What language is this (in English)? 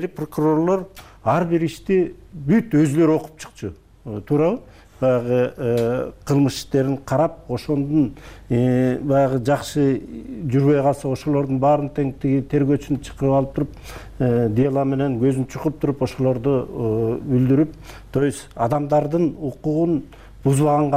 Kyrgyz